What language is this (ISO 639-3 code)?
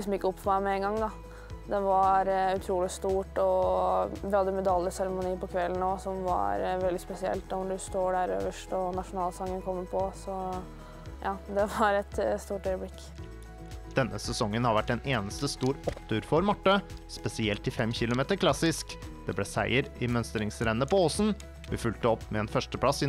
nor